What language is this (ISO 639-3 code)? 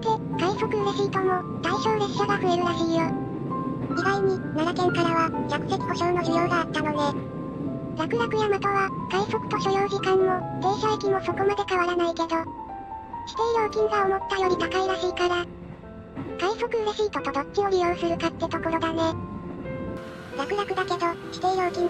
jpn